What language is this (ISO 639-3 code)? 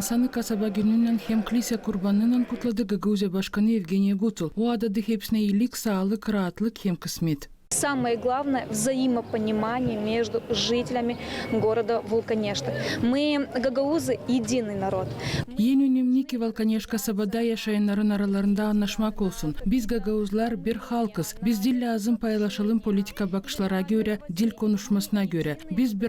gag